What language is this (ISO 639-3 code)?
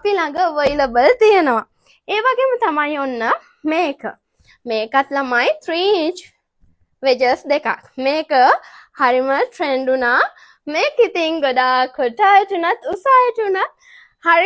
sin